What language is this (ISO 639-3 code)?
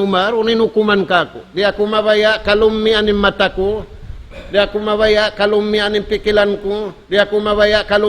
tsg